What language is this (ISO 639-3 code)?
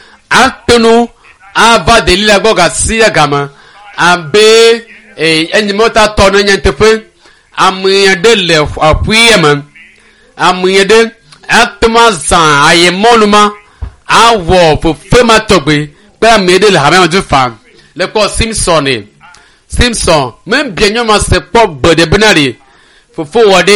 ewe